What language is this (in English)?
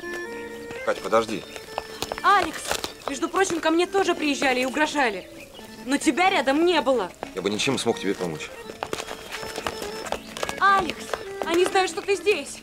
Russian